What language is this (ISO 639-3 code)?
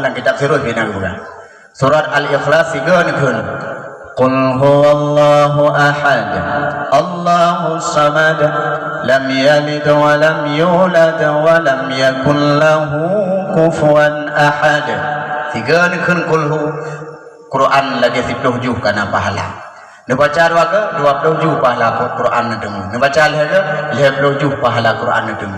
ace